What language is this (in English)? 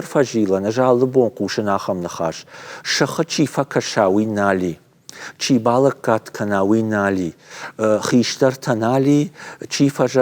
Ossetic